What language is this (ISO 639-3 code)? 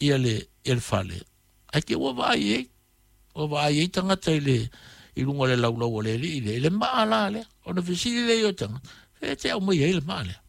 smo